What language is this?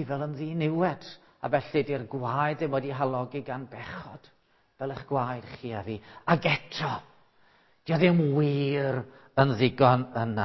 Welsh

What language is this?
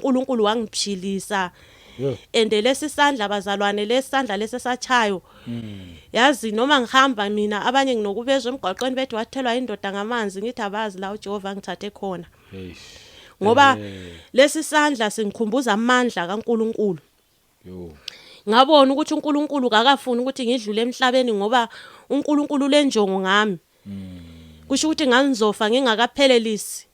Zulu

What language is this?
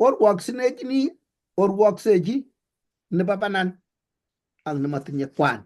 Kalenjin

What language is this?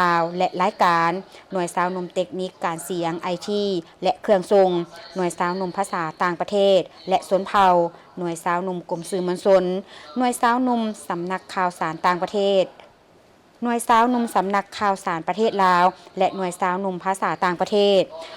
Lao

